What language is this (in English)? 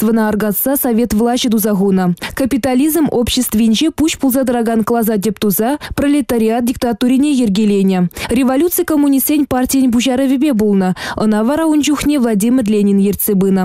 Chuvash